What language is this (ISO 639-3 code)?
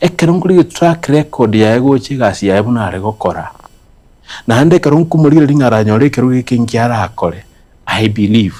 guz